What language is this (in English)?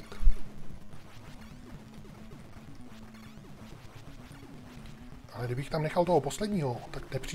Czech